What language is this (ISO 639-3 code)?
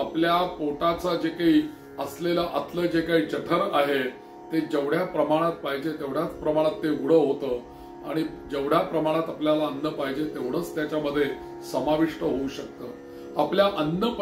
mar